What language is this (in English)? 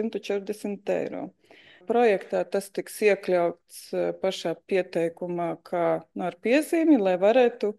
Latvian